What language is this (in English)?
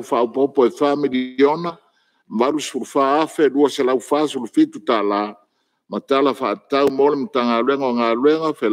Samoan